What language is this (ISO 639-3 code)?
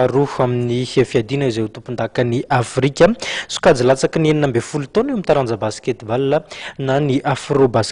mlg